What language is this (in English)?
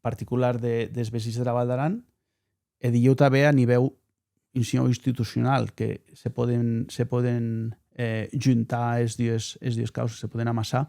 Occitan